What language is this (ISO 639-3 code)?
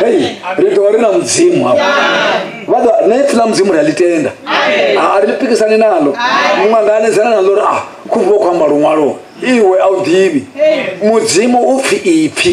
ven